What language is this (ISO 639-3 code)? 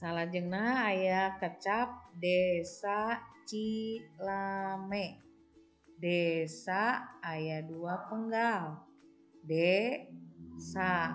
sun